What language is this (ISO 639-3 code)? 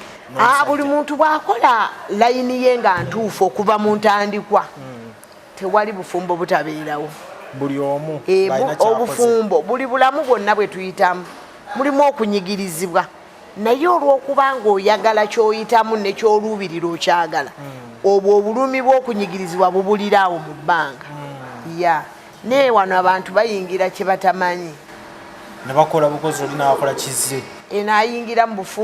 lug